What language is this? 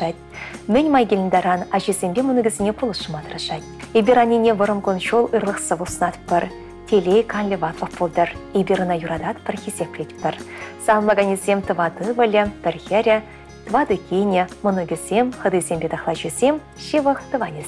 Chuvash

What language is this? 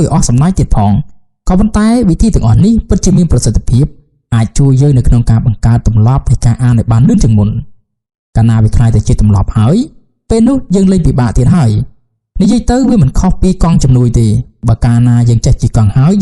Khmer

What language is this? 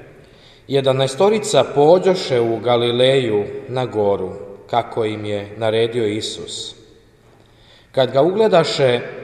Croatian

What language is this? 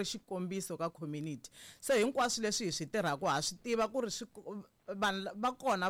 Tsonga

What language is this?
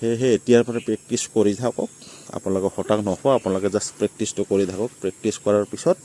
Assamese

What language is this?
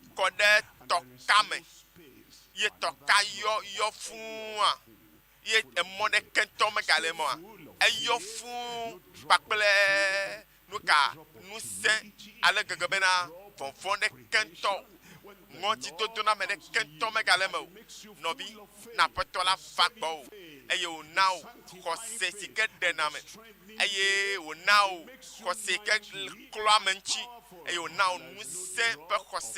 Ewe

